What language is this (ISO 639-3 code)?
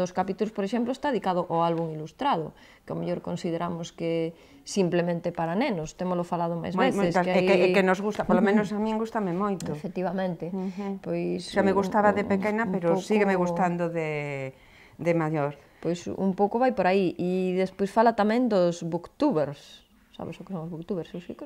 glg